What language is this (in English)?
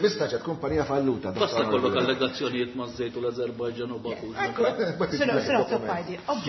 Maltese